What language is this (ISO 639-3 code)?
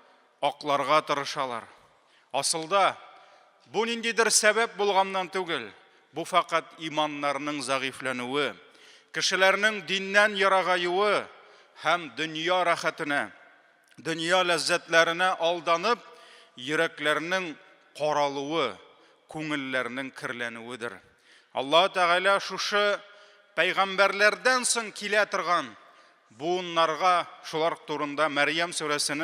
tat